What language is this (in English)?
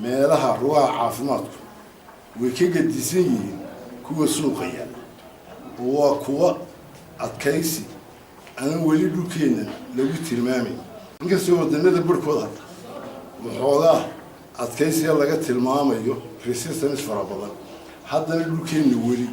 Somali